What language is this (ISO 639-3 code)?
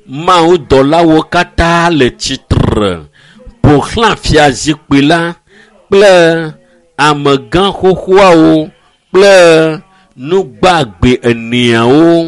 ewe